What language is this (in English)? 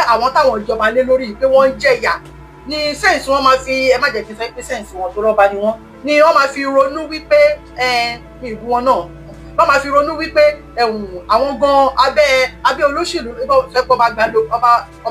Yoruba